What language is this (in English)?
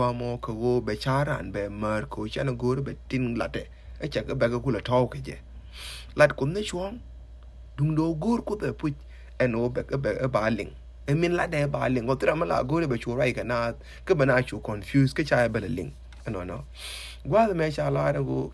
Nuer